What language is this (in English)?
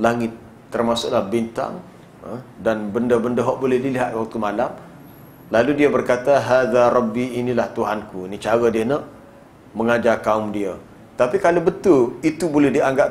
Malay